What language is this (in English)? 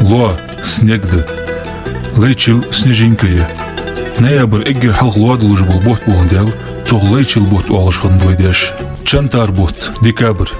Ingush